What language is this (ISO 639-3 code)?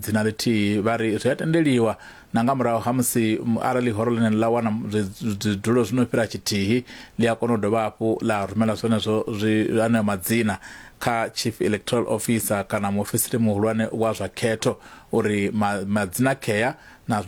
ven